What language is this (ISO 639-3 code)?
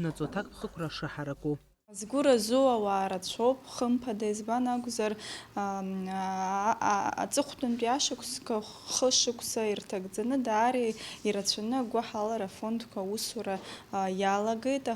abk